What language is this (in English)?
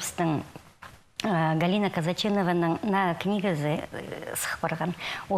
Khakas